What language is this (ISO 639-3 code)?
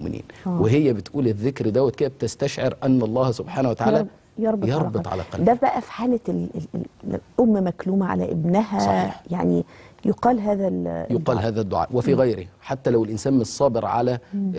arz